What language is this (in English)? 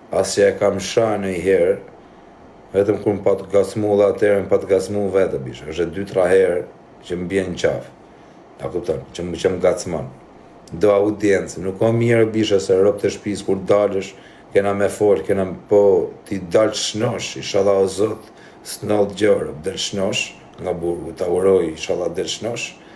Albanian